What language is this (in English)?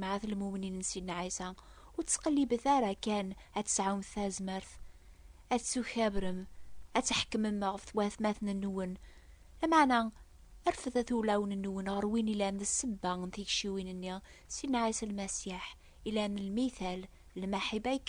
Kabyle